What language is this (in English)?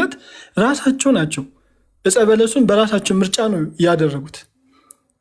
Amharic